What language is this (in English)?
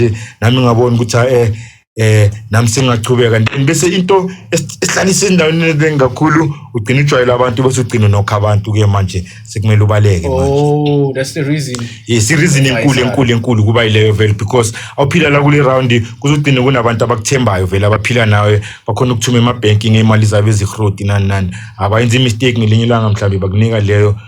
Zulu